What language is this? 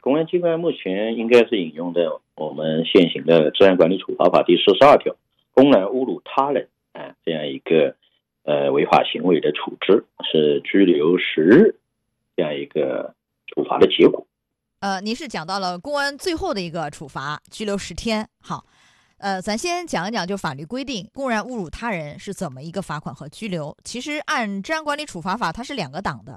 Chinese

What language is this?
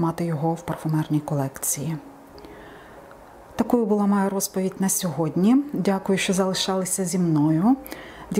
Ukrainian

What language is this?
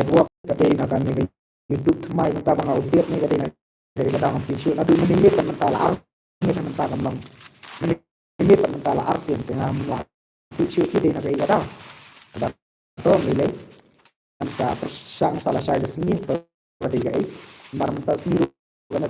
Khasi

